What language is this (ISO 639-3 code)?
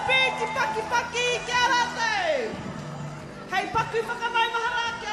mri